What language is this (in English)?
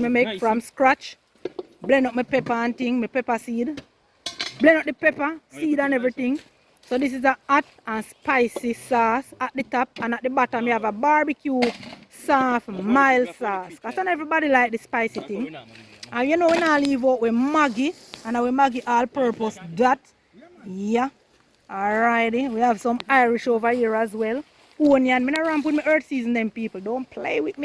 Jamaican Creole English